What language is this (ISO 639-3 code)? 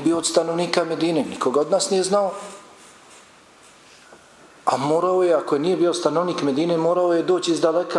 bos